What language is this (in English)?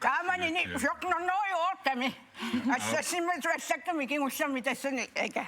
Kalaallisut